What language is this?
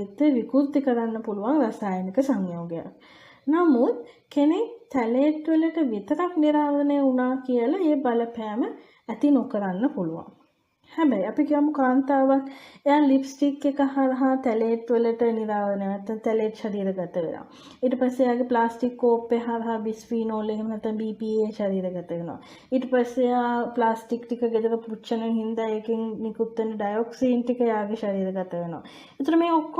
Sinhala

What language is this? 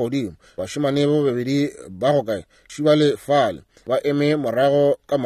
Northern Sotho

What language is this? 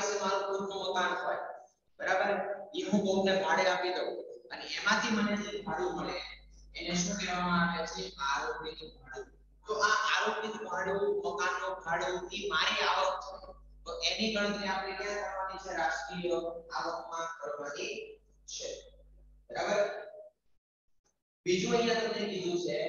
Gujarati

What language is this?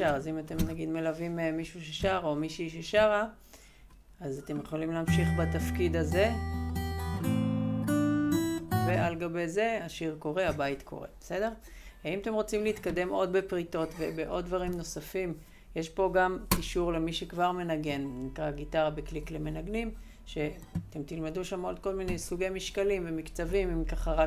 Hebrew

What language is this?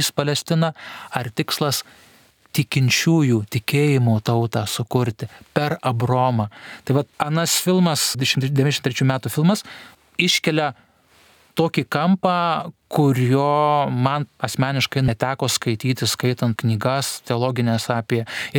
Lithuanian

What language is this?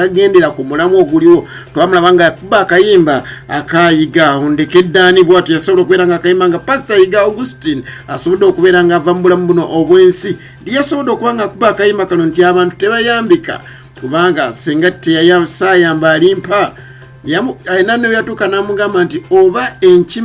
Ganda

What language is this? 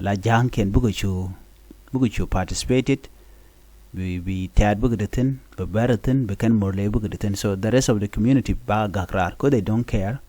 Nuer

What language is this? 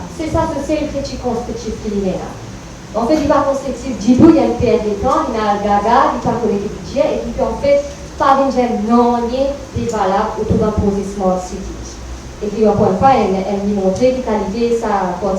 Morisyen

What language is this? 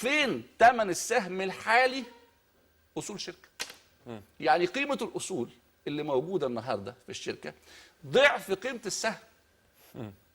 Egyptian Arabic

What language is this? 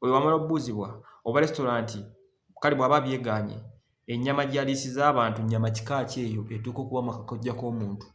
Ganda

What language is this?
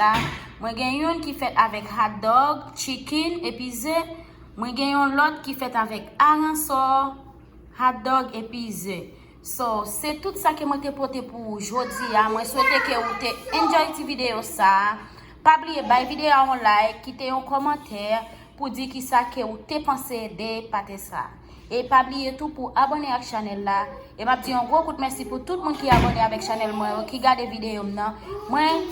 Haitian Creole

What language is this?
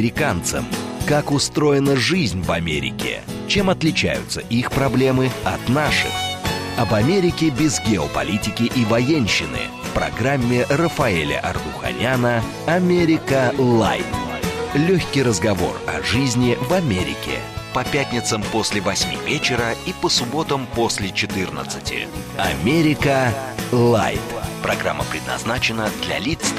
Russian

